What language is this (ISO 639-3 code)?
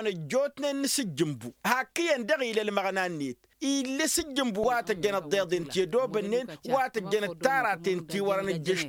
taq